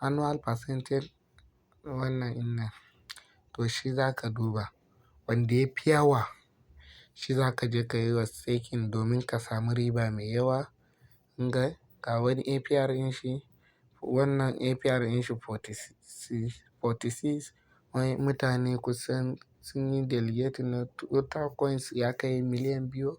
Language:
Hausa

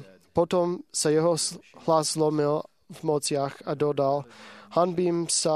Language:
Slovak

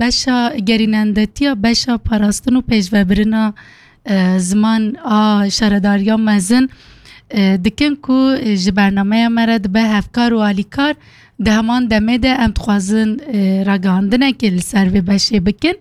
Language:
Kurdish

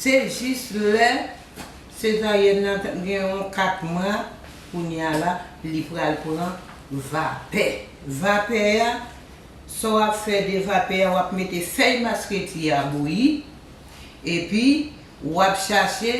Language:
Haitian Creole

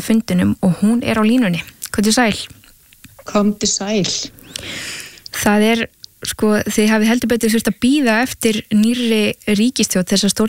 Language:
Icelandic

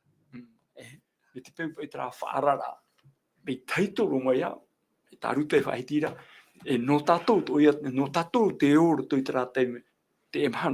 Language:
Tahitian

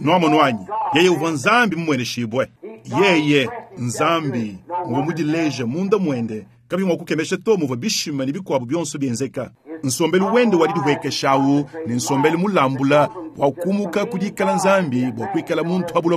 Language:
Luba-Lulua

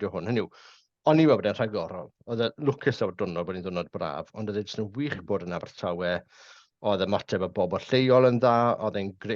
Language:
Welsh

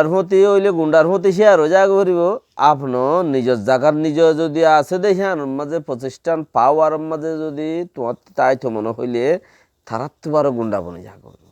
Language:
Rohingya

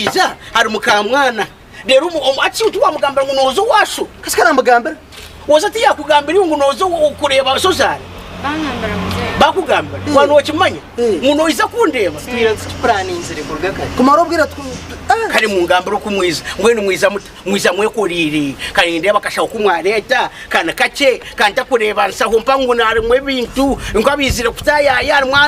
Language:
Nyankole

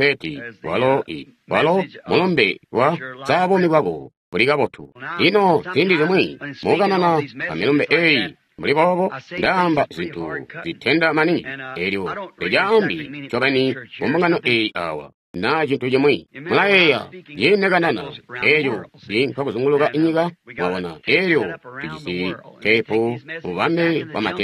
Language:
Tonga (Zambia)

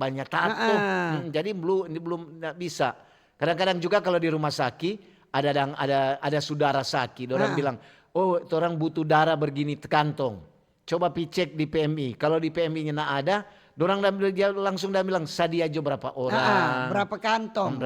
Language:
Manado Malay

